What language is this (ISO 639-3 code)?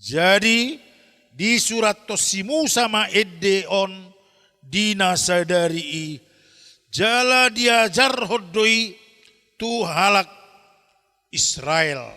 bbc